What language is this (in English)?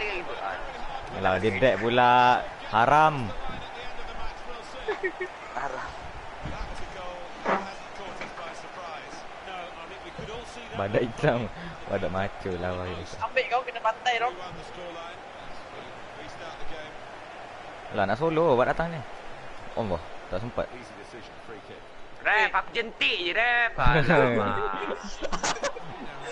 Malay